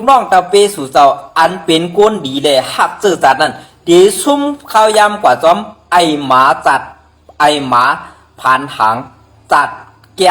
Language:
Shan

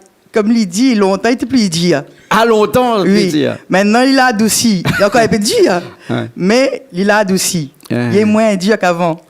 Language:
Réunion Creole French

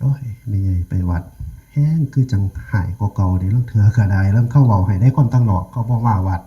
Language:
Northeastern Thai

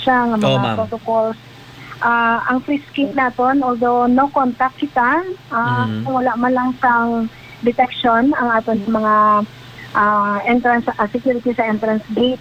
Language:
Hiligaynon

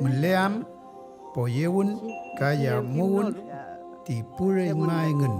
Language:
Mapuche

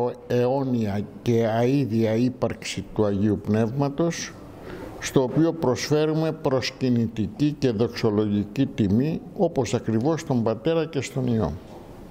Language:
Greek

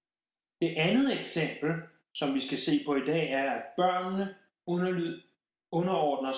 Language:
Danish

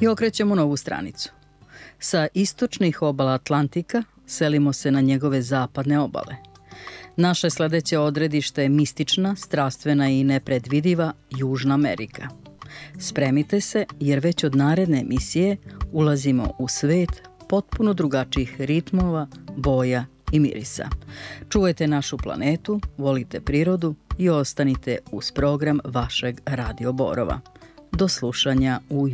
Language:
Serbian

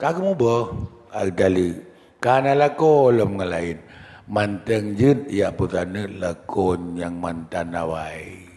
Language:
Achinese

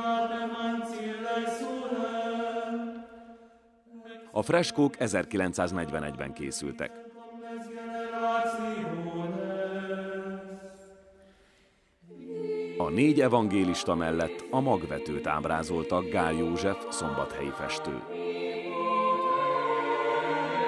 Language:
Hungarian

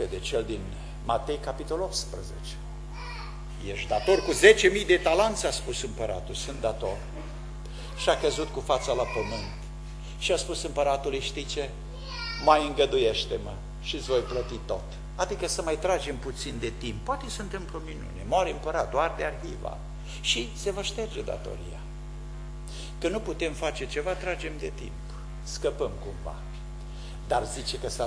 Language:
Romanian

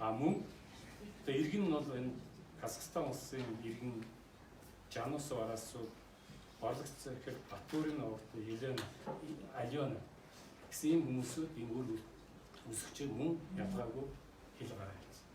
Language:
Mongolian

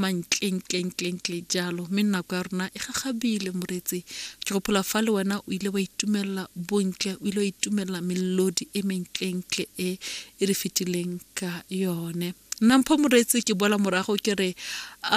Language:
Tswana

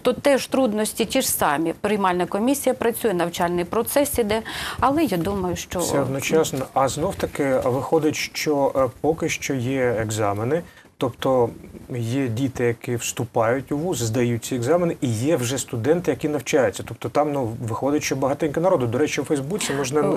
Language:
Ukrainian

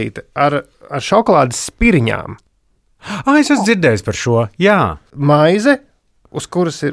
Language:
Latvian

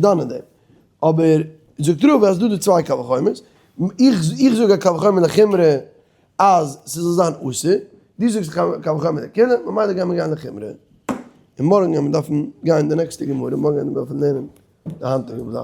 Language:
Yiddish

